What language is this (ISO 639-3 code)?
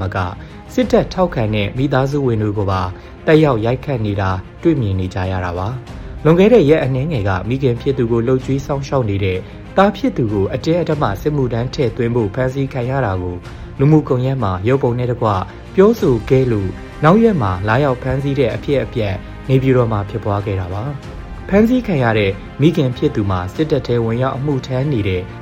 mya